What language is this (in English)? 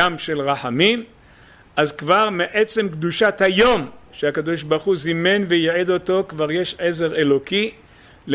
Hebrew